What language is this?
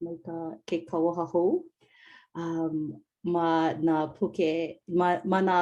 Hawaiian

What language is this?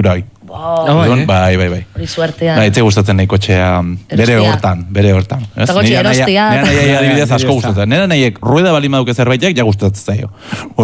Basque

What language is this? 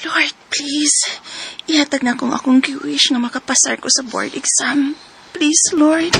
Cebuano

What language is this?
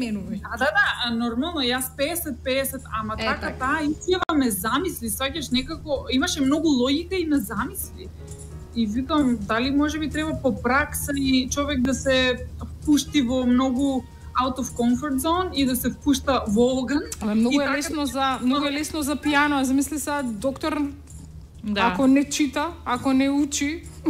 Macedonian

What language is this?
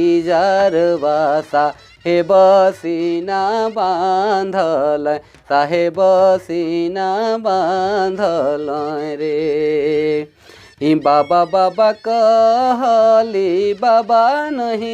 Sadri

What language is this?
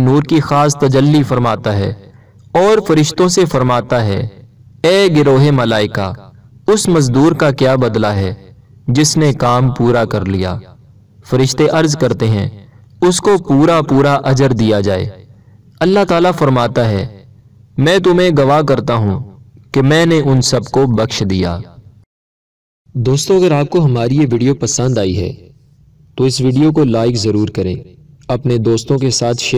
Urdu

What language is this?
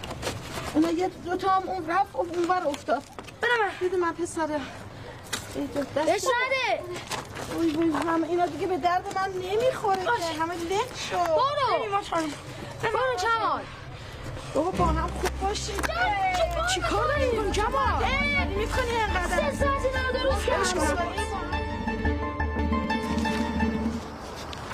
Persian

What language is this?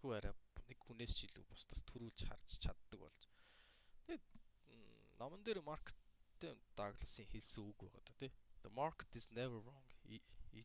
Mongolian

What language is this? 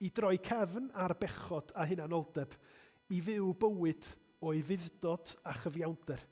Welsh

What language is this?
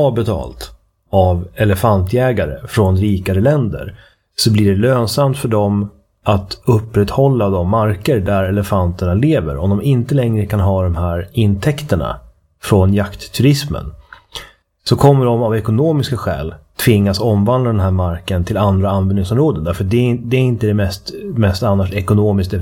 Swedish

